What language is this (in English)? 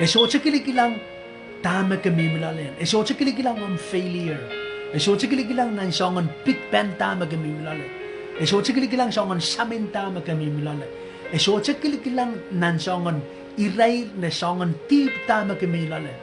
Pohnpeian